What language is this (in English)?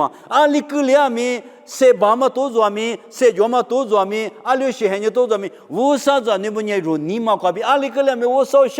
Lisu